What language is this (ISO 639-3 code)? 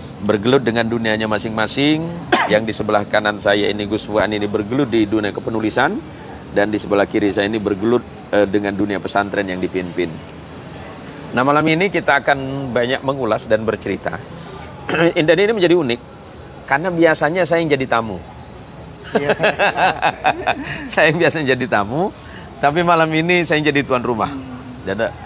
ind